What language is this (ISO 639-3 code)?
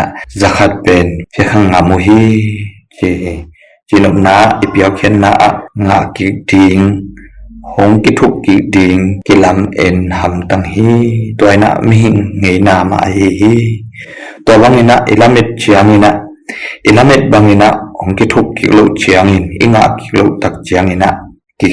ctd